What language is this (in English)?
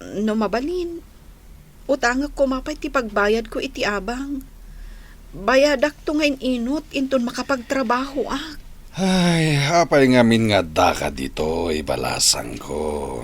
Iloko